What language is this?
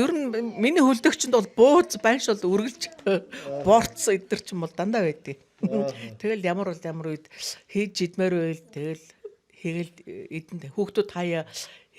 Mongolian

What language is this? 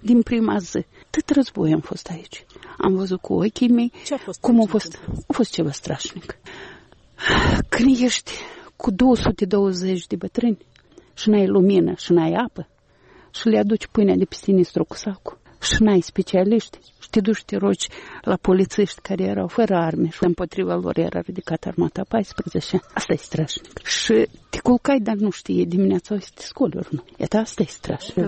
Romanian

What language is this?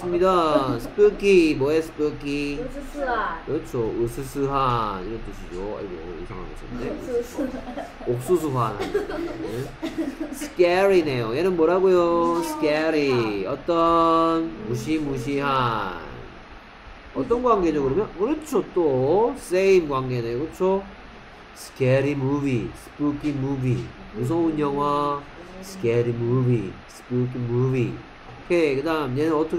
Korean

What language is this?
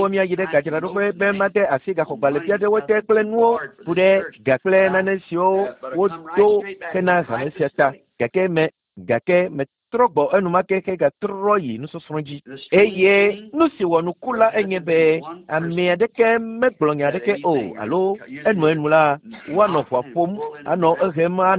Ewe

